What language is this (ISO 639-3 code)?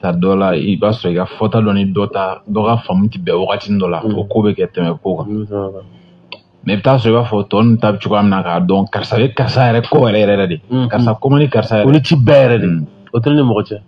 bam